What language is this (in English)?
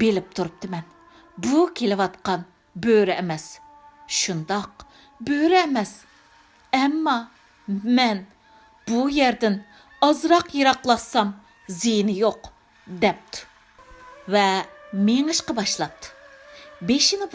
Uyghur